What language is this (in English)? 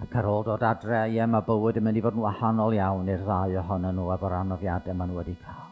Welsh